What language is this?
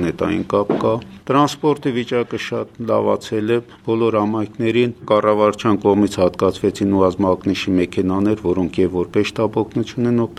Armenian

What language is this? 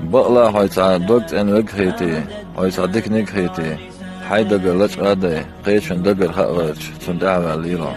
Chechen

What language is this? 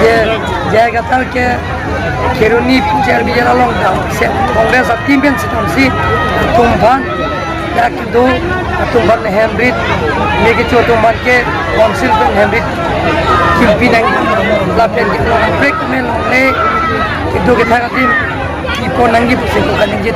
Karbi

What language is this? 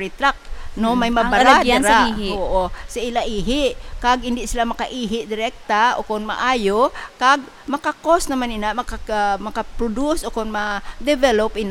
Hiligaynon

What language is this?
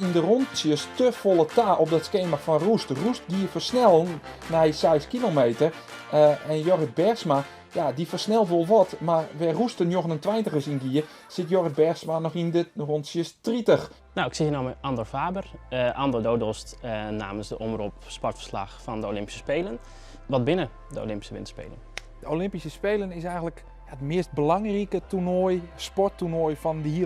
Western Frisian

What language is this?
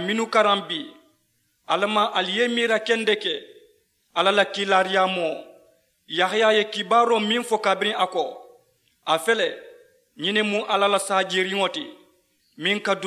Mandingo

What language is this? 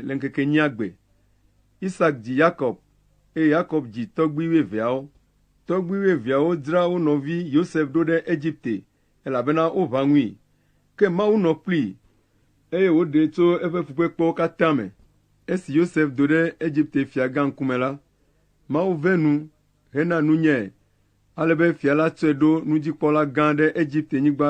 Ewe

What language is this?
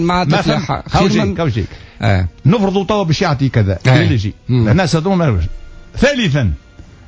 Tunisian Arabic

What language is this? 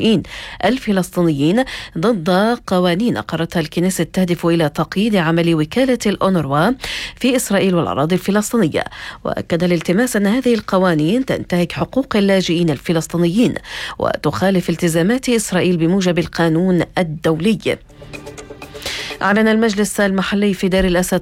Arabic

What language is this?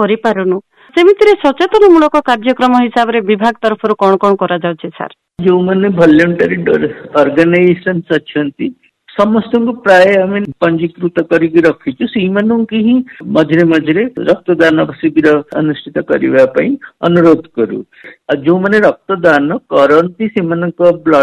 Odia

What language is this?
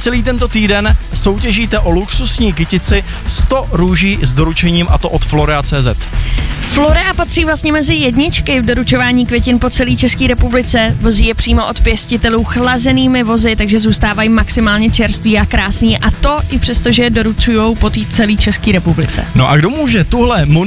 Czech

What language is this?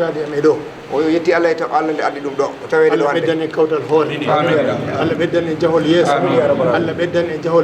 Fula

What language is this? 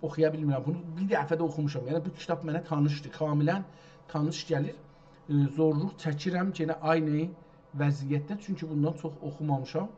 South Azerbaijani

